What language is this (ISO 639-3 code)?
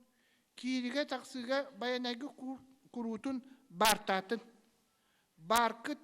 sah